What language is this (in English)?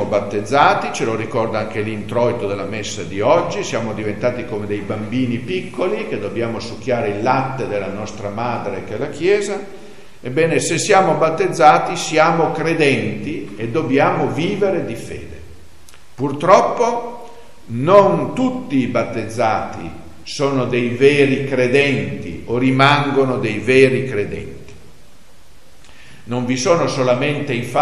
Italian